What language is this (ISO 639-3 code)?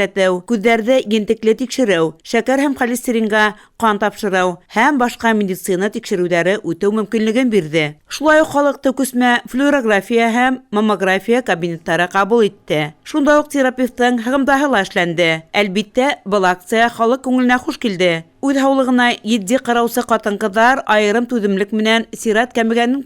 bak